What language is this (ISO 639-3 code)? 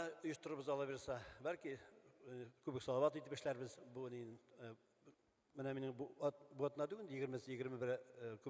tat